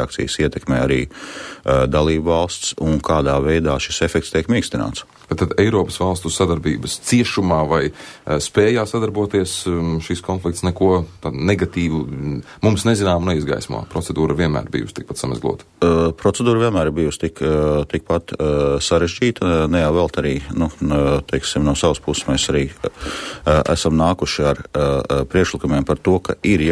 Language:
Latvian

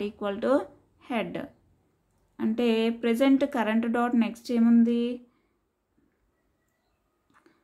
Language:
Telugu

